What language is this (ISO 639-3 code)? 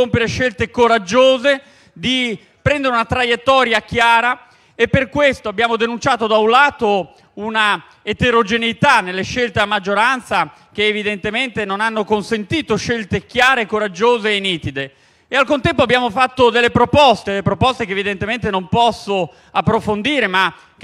ita